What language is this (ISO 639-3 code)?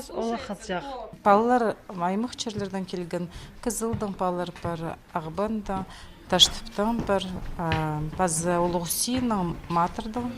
kjh